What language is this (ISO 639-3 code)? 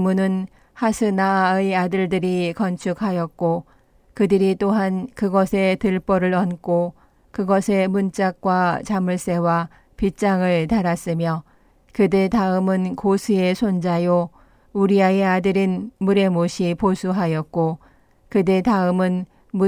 kor